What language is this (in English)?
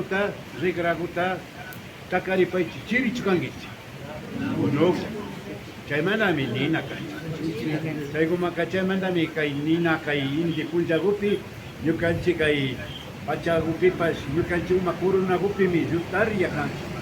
Imbabura Highland Quichua